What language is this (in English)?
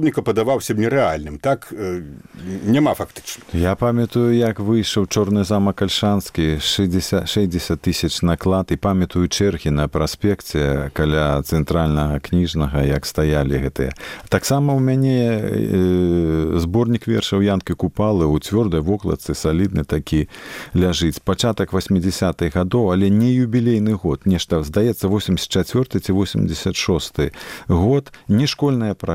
Belarusian